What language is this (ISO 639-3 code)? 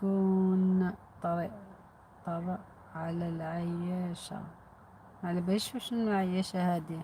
arq